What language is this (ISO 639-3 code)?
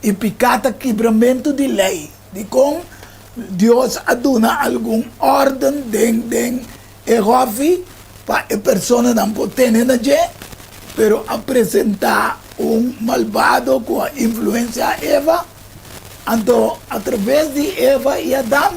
pap